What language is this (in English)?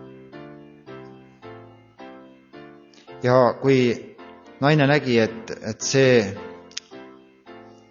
Estonian